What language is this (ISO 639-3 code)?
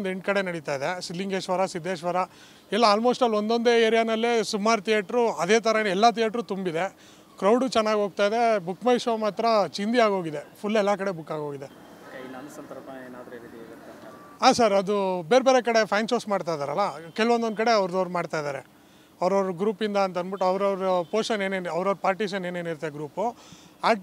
kan